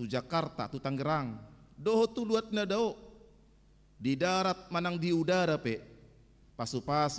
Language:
Batak Toba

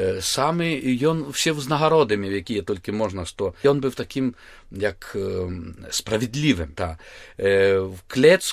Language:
Belarusian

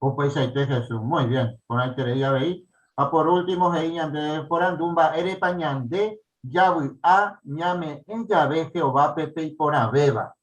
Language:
Guarani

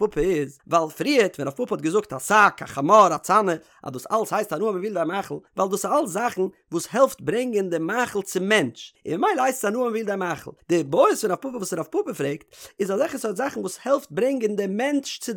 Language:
Yiddish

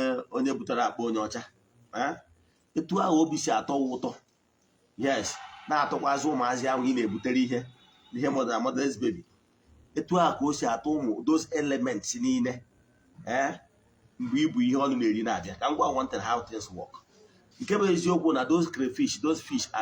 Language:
Igbo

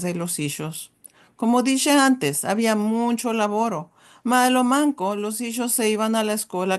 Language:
Ladino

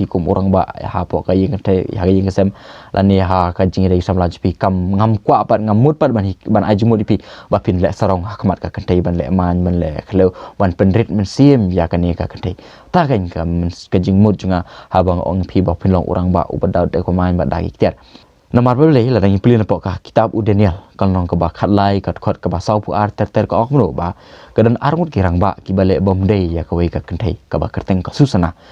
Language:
Khasi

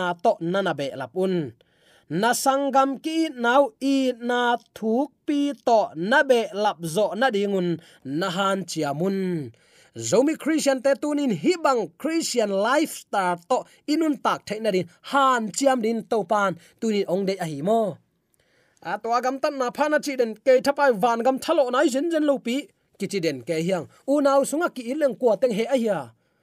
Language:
Tedim Chin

